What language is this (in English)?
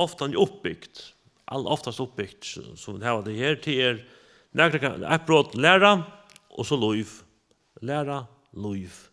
Faroese